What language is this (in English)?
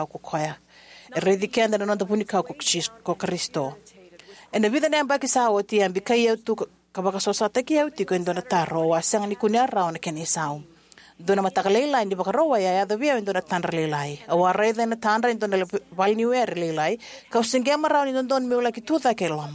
Fijian